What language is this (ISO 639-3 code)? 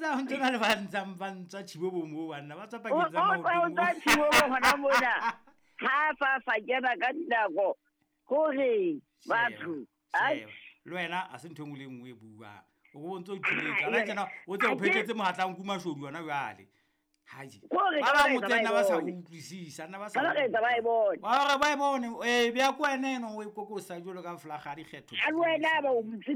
sot